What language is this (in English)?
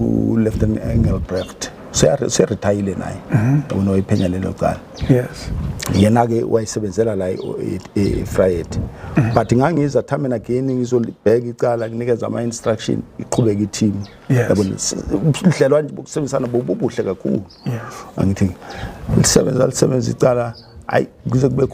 Zulu